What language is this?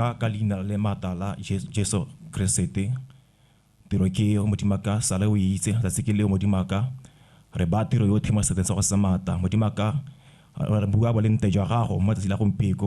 Tswana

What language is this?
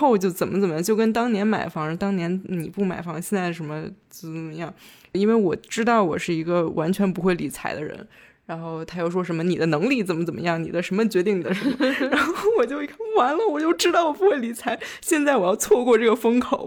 Chinese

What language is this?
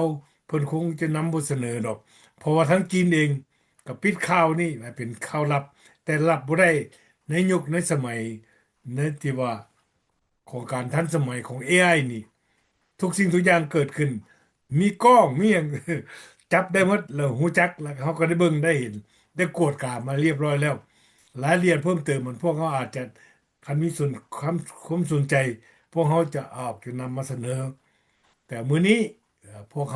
Lao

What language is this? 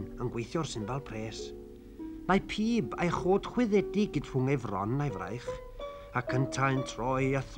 Welsh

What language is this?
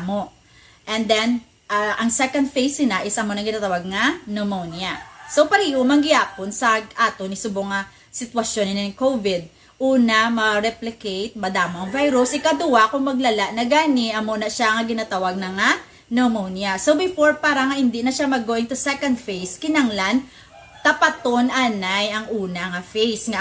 Hiligaynon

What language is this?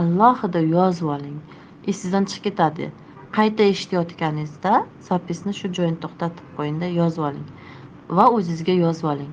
Uzbek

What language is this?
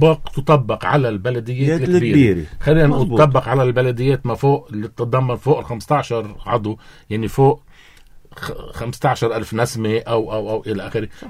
North Levantine Arabic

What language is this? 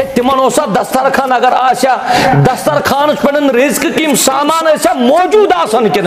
Kashmiri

